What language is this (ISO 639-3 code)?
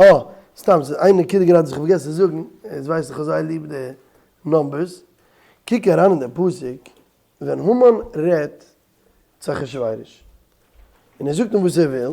yid